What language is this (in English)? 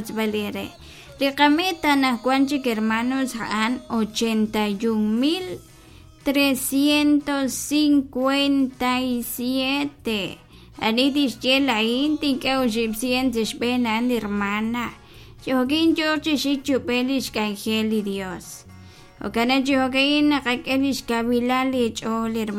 Kekchí